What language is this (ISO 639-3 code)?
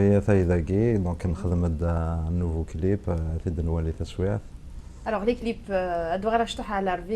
kab